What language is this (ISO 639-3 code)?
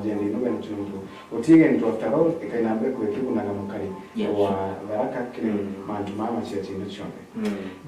mer